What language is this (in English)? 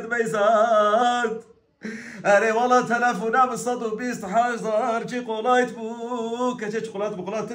Kurdish